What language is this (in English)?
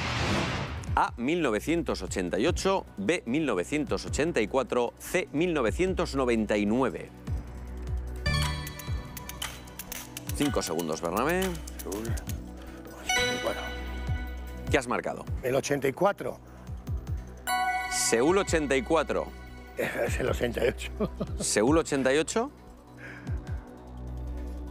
Spanish